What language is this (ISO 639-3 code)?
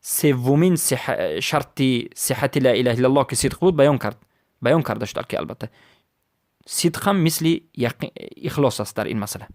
fas